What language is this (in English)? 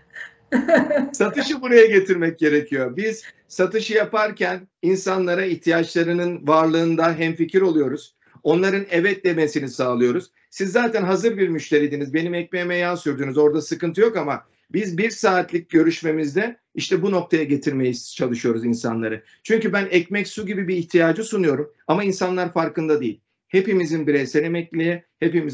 Turkish